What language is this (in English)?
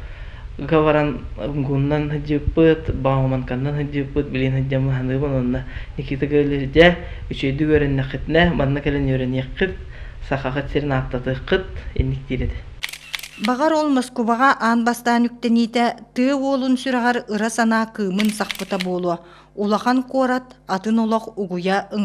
Yakut